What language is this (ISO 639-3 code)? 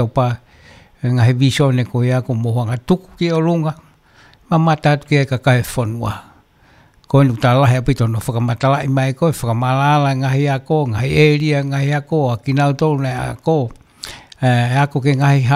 ton